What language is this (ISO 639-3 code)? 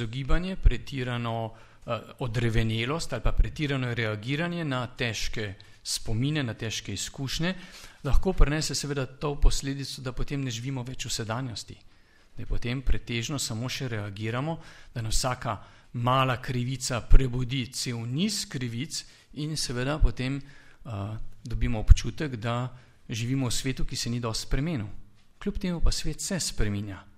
slv